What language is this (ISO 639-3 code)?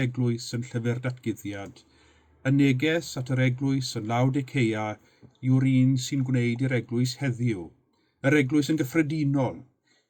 cym